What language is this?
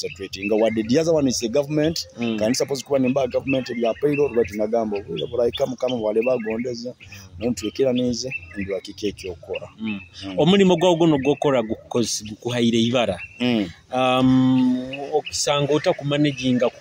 Nyoro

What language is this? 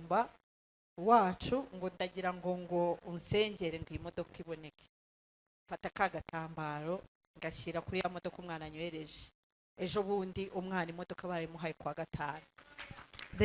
Kinyarwanda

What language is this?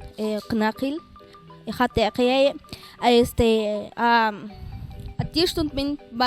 Mam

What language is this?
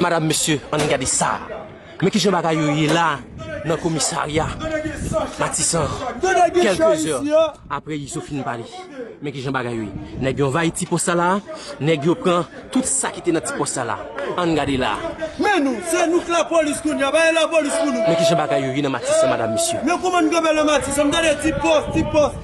Haitian Creole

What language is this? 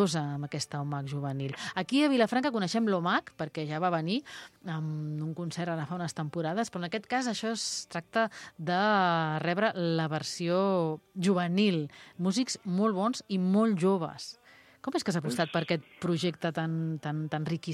Catalan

